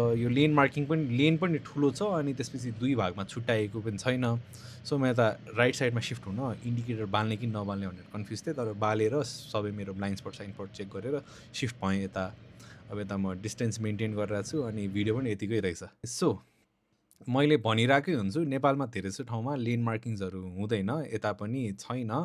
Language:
Nepali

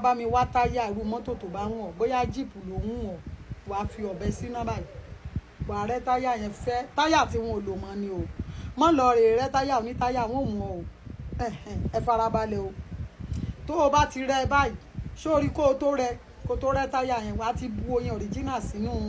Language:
Yoruba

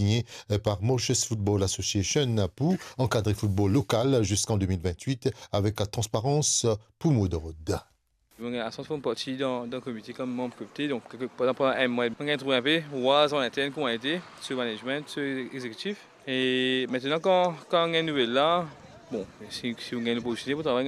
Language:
Morisyen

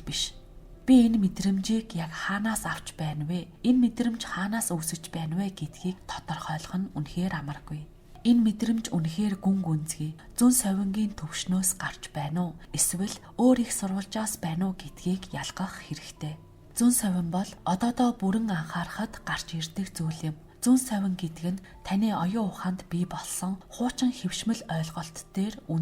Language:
Mongolian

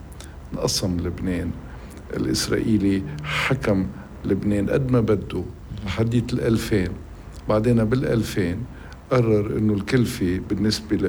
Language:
North Levantine Arabic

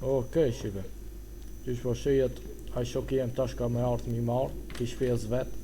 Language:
Albanian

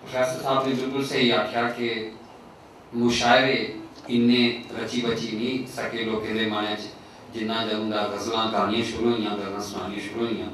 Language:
Dogri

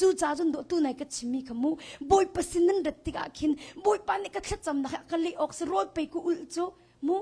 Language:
Hakha Chin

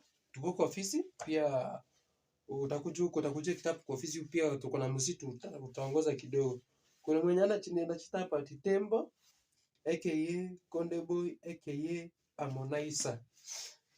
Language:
Swahili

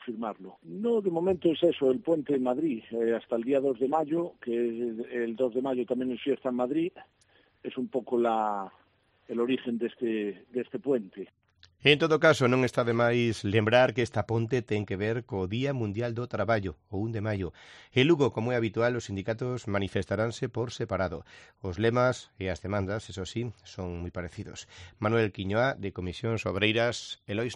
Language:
Galician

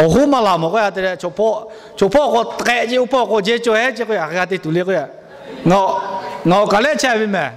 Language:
Lahu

